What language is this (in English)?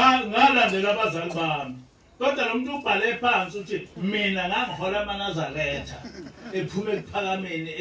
Zulu